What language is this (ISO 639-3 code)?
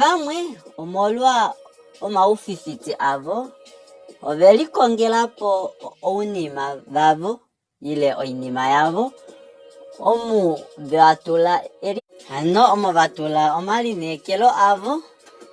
kua